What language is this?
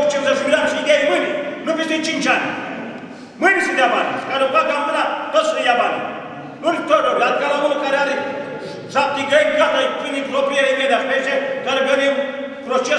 Romanian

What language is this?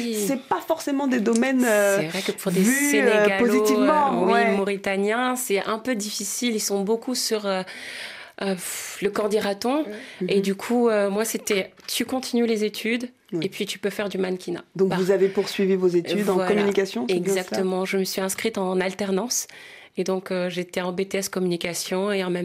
French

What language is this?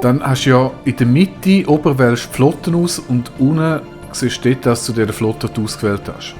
Swiss German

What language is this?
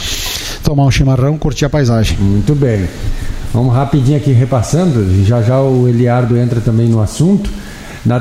Portuguese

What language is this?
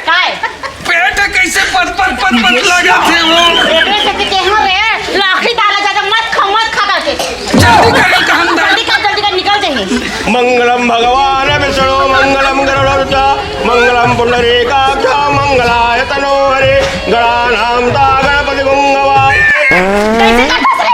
Chhattisgarhi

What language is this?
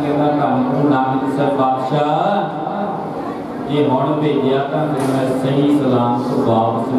Punjabi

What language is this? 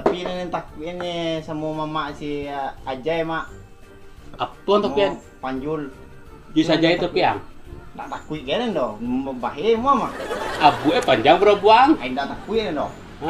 Minangkabau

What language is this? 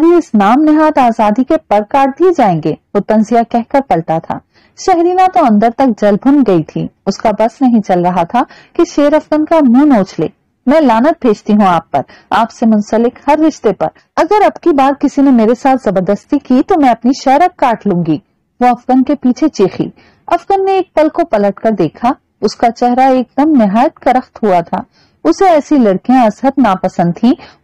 Urdu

